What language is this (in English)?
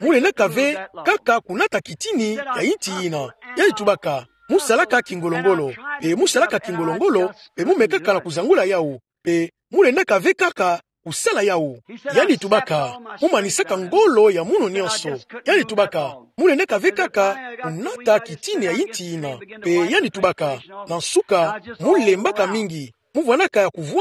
Kituba (Democratic Republic of Congo)